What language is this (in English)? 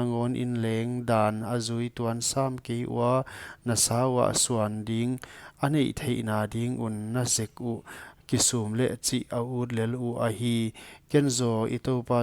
Paite Chin